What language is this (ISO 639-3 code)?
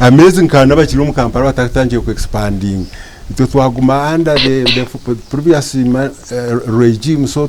nyn